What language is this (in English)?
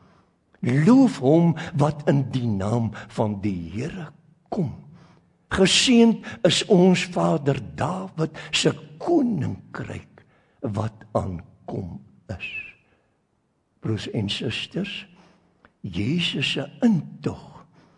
Afrikaans